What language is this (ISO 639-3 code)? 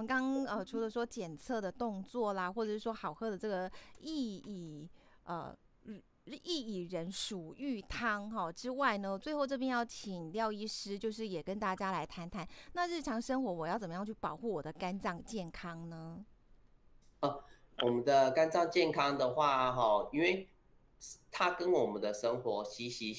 zho